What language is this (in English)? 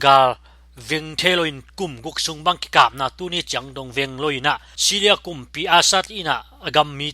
Tedim Chin